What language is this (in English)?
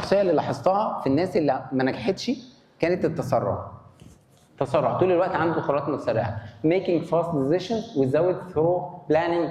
Egyptian Arabic